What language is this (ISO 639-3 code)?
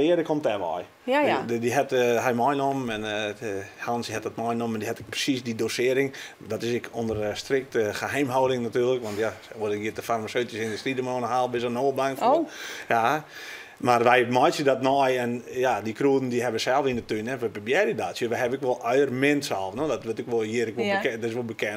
fry